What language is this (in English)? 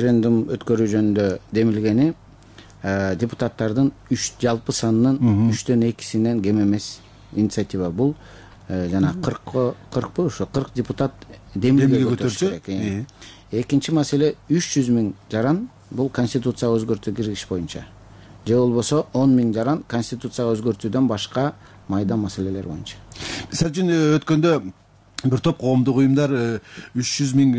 Kyrgyz